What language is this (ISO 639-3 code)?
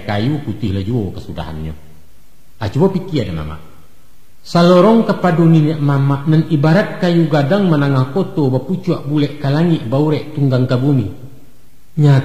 min